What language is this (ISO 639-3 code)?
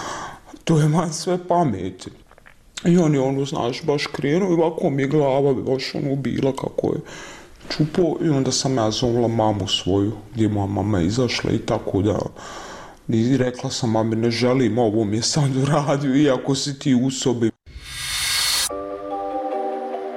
bos